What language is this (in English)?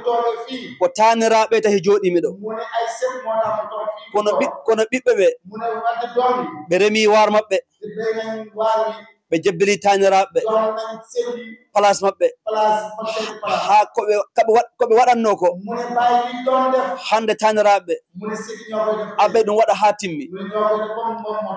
Fula